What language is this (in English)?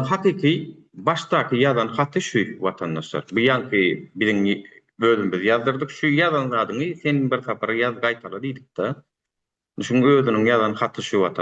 Turkmen